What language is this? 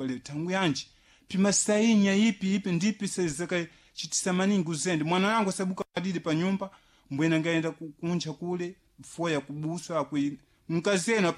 Sena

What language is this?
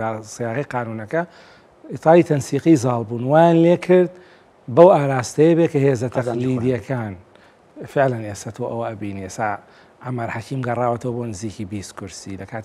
Central Kurdish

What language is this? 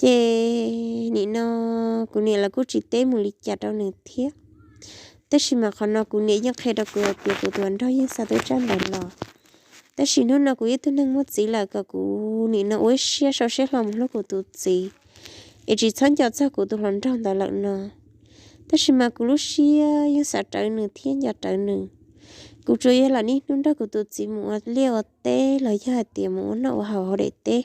Hmong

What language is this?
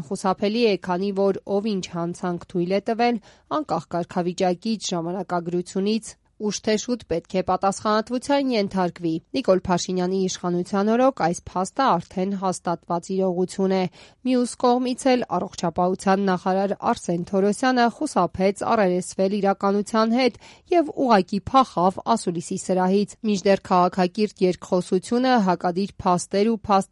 Armenian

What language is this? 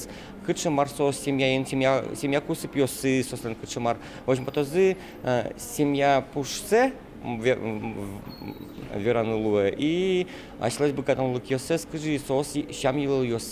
Udmurt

